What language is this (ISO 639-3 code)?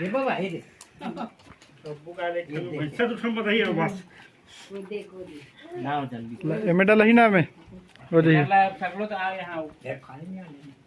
hne